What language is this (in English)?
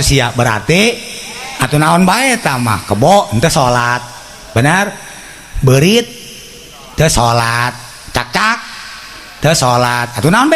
Sundanese